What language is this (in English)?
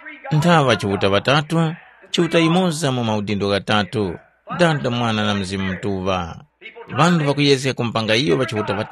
Tumbuka